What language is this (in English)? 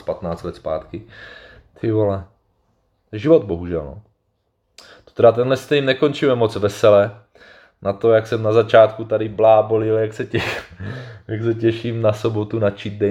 Czech